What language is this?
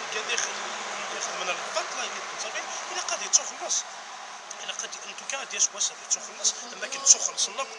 Kabyle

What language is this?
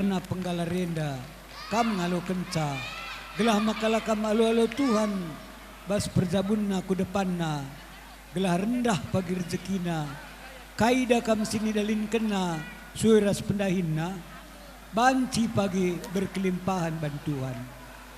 Batak Karo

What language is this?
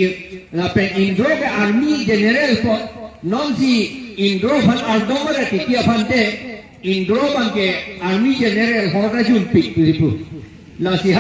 Karbi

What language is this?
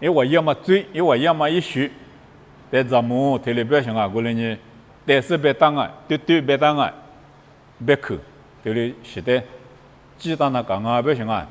Lisu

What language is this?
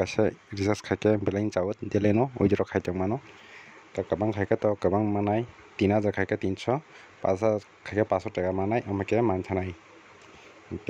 Kok Borok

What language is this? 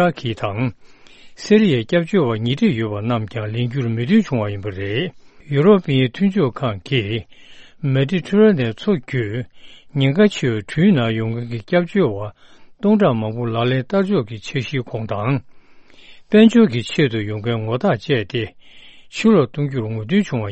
Tibetan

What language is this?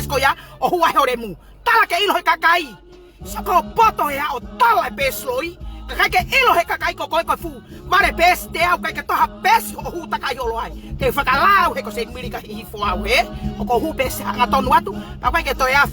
Tongan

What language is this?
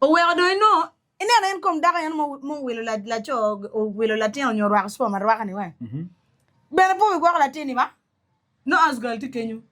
Acoli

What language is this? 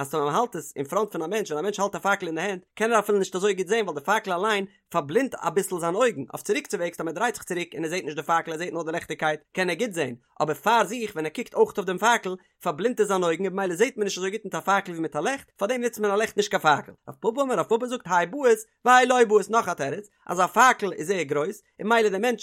Yiddish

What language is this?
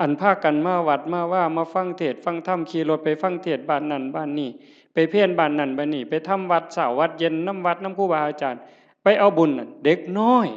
Northeastern Thai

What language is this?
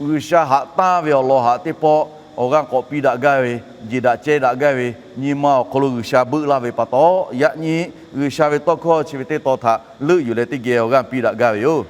Lahu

